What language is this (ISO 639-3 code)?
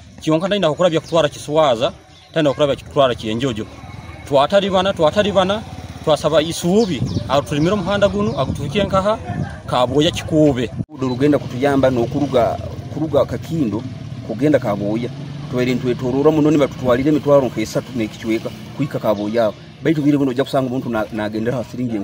nyn